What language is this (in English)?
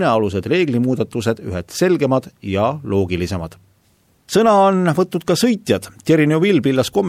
Estonian